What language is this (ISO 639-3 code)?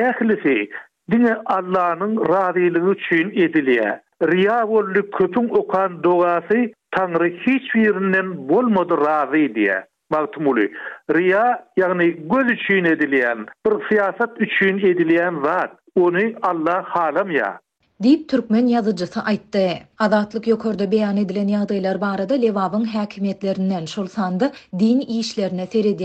tuk